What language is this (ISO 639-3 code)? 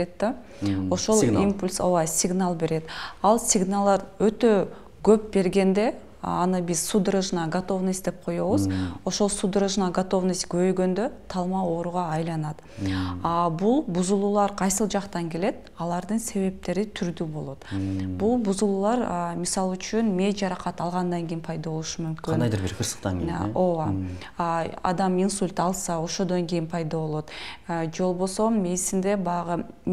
kir